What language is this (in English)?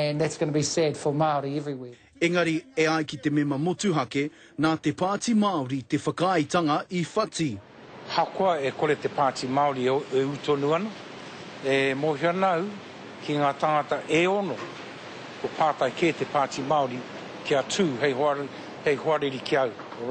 Māori